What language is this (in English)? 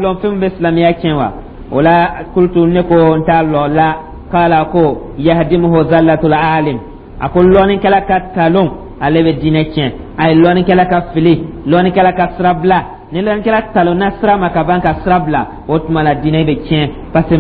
Dyula